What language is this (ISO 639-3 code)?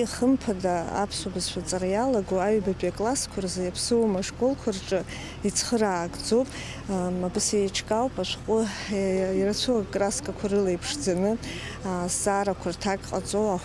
abk